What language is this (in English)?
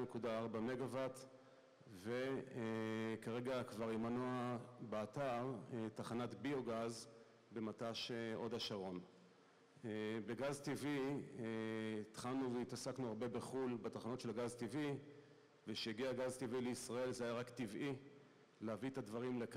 Hebrew